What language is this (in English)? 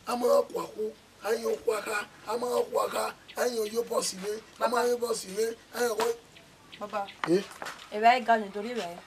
Bini